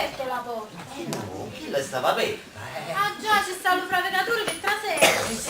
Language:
Neapolitan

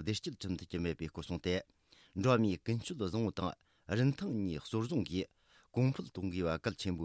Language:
Tibetan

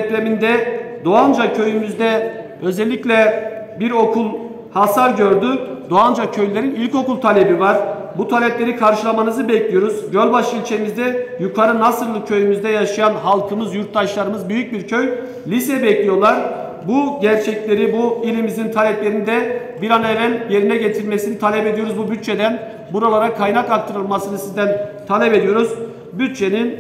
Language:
Turkish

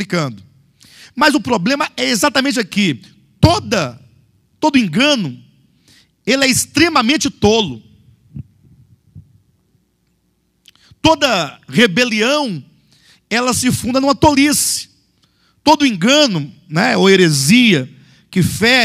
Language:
Portuguese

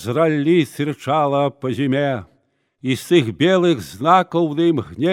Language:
Belarusian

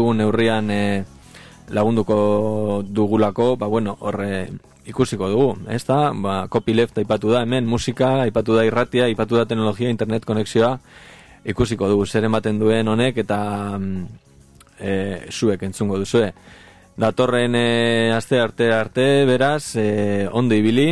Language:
Basque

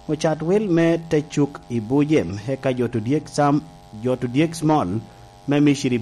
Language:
Lango (Uganda)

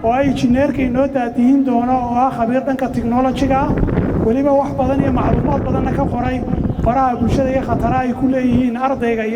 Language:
Somali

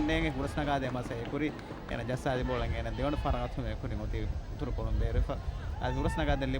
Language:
Divehi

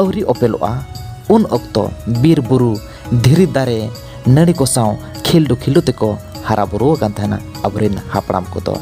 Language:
Santali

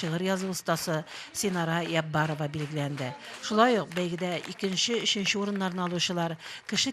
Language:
Tatar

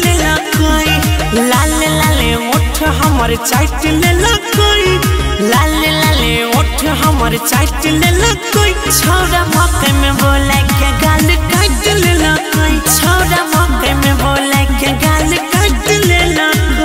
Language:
Bhojpuri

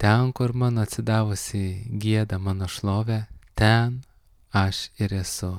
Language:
Lithuanian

